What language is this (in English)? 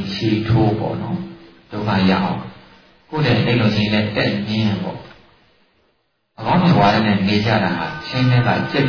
Burmese